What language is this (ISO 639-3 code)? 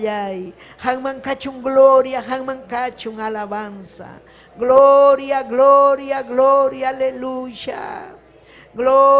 quy